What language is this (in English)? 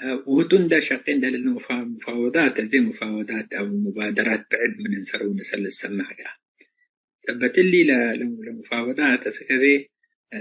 Tigre